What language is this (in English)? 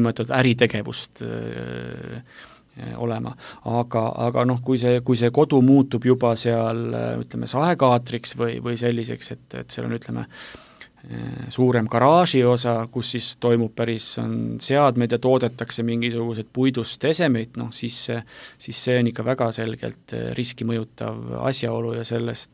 Estonian